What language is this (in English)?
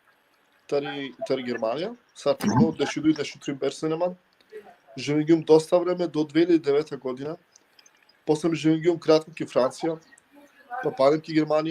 Balkan Romani